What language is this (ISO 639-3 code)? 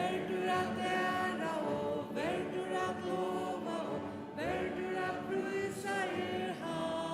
fao